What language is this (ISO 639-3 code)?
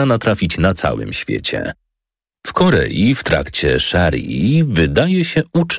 pol